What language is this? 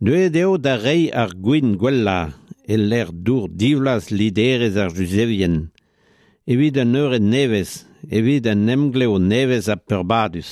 Breton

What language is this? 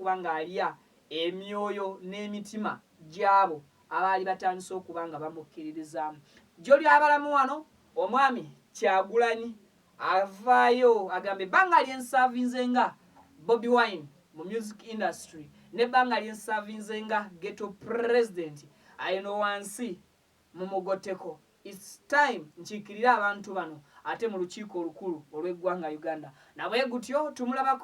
Ganda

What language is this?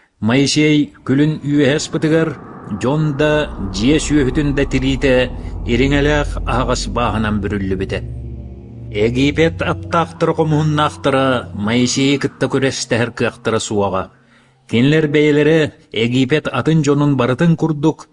Yakut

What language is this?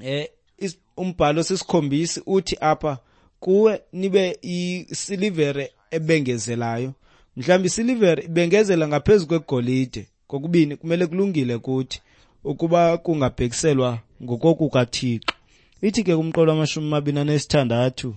Xhosa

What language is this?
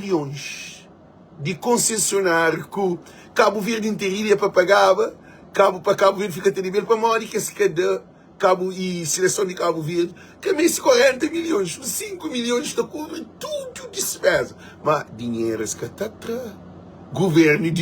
Kabuverdianu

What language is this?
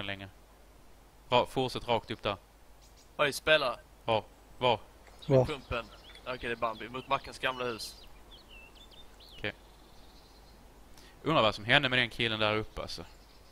Swedish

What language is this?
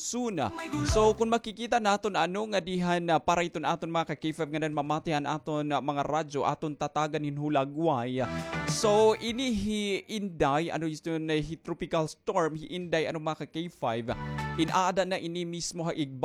Waray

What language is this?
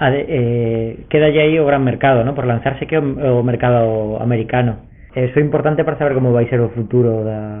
Galician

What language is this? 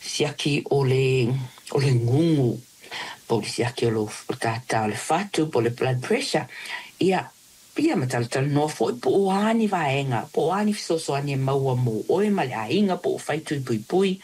Samoan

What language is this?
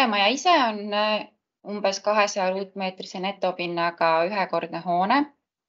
Estonian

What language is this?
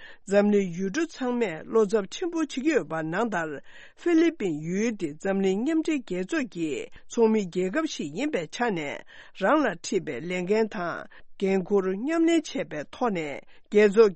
Tibetan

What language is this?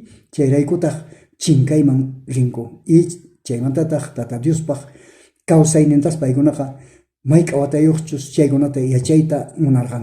South Bolivian Quechua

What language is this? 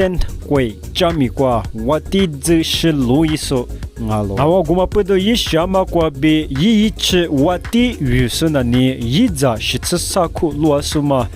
Lisu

